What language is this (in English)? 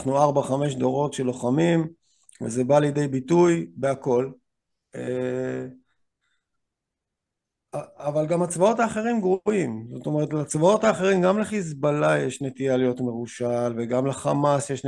Hebrew